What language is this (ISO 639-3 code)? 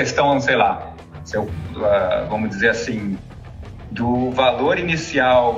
por